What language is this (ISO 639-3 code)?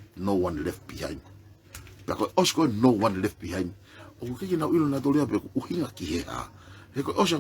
ton